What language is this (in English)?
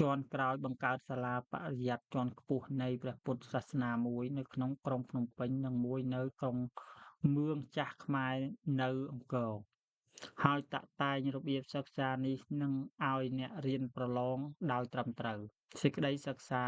Khmer